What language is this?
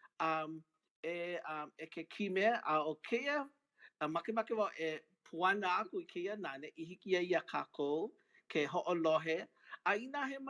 Hawaiian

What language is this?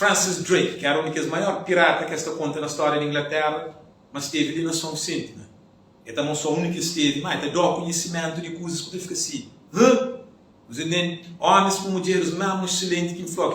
Kabuverdianu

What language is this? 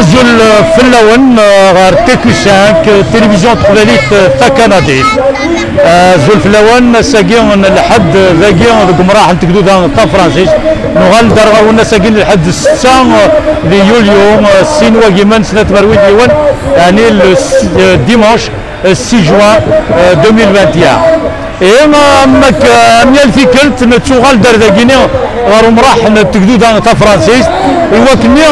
Kabyle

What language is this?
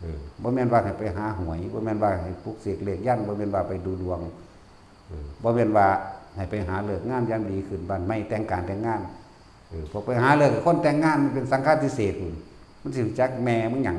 Northeastern Thai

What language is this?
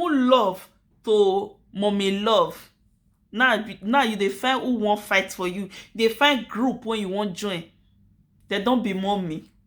Nigerian Pidgin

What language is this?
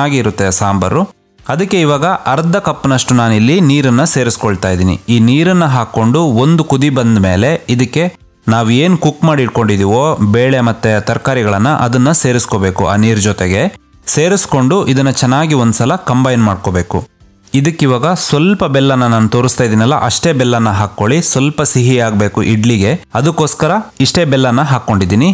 Kannada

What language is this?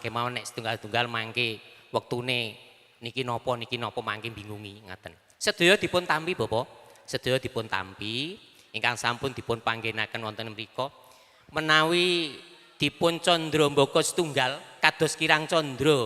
Javanese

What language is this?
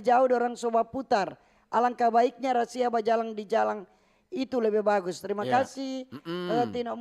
Manado Malay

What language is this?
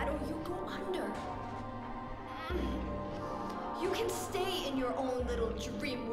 Polish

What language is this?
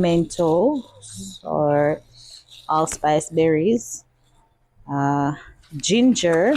Jamaican Creole English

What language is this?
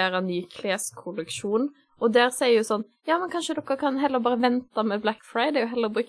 Norwegian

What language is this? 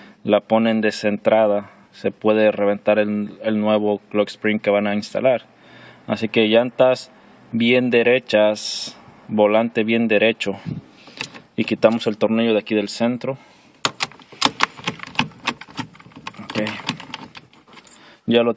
Spanish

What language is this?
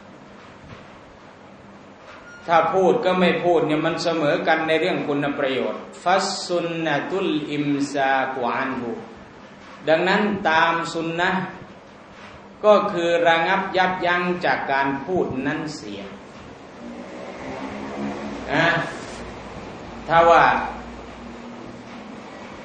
Thai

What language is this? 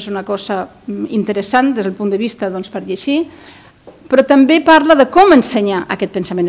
Catalan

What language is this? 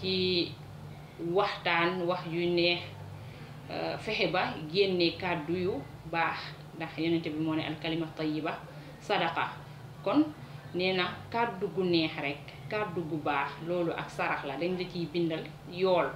Wolof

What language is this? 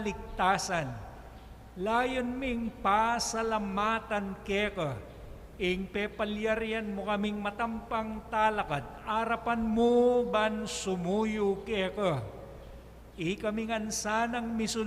Pampanga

